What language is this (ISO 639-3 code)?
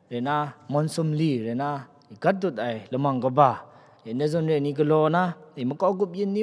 kac